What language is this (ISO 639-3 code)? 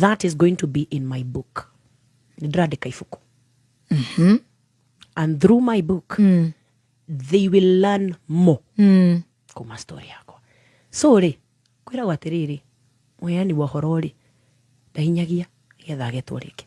kik